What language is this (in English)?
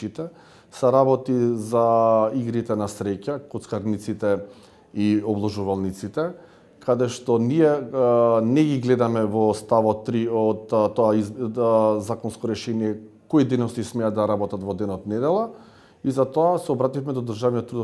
Macedonian